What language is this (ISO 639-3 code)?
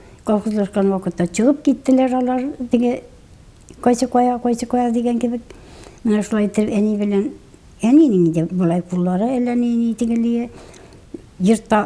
tat